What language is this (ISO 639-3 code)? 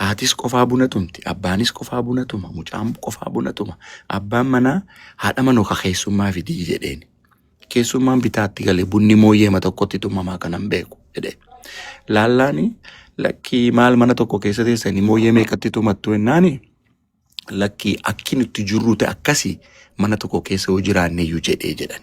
orm